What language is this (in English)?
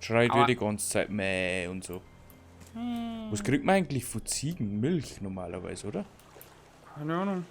Bavarian